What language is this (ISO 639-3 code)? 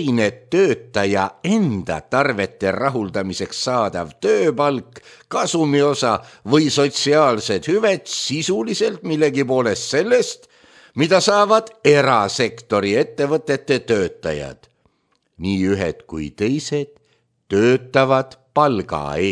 est